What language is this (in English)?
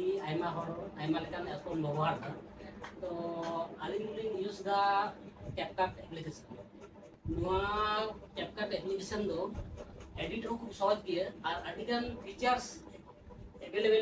Santali